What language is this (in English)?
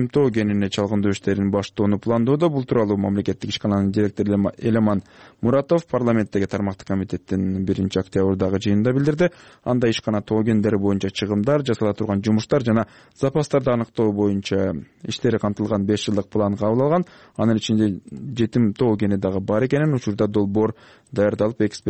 Kyrgyz